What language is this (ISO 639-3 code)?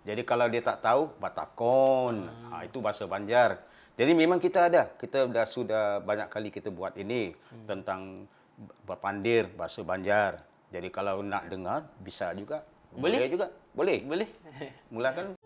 bjn